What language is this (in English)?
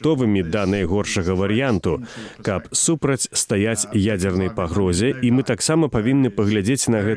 Belarusian